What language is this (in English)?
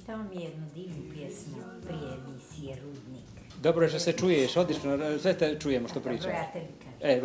Bosnian